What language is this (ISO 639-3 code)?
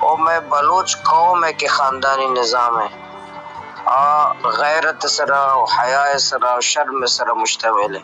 bal